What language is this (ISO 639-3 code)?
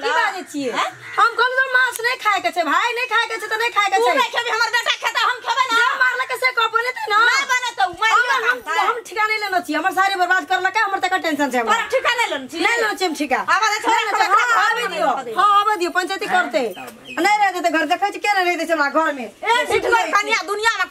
mai